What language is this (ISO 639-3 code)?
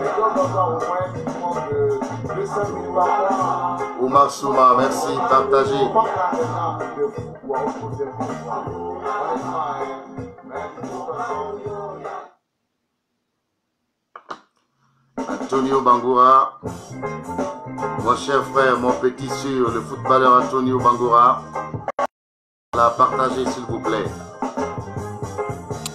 fra